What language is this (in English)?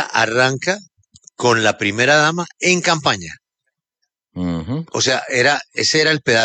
Spanish